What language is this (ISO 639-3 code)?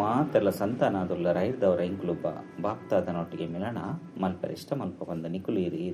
tcy